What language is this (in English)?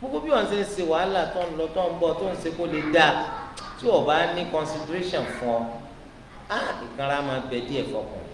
Yoruba